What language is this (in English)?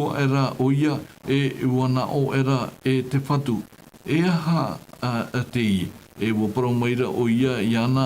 Tahitian